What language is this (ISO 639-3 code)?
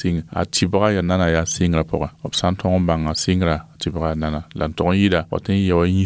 mos